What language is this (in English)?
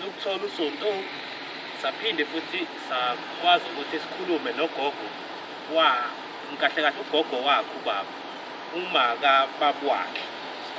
Zulu